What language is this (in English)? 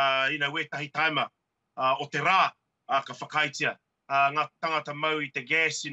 Māori